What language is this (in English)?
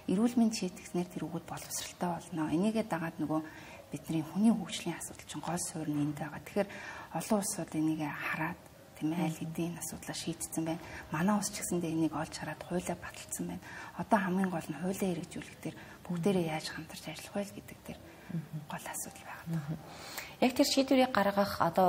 Mongolian